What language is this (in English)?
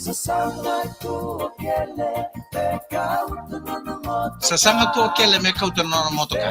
Fijian